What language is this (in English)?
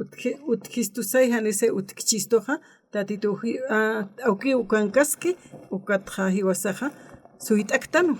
Aymara